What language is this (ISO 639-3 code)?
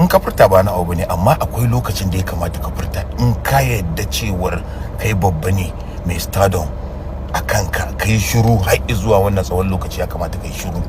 hau